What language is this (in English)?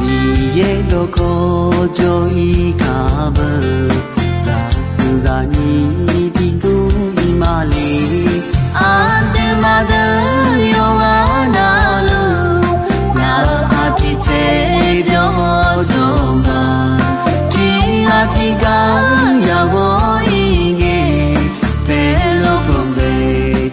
Akha